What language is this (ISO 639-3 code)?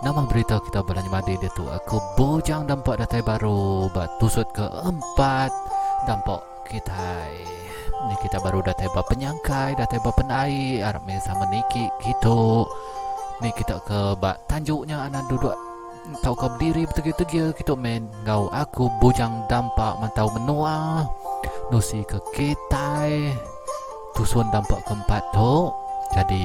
iba